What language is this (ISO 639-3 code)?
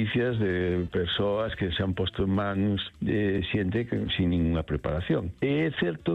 glg